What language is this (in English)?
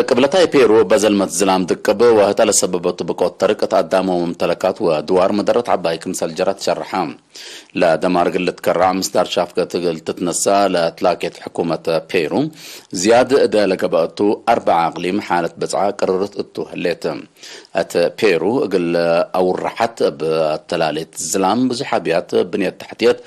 Tigre